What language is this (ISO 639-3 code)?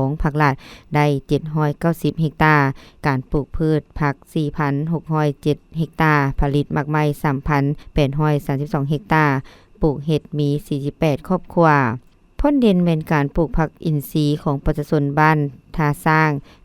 lao